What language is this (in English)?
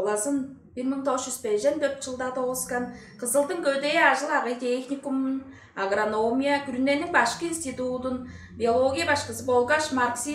Tuvinian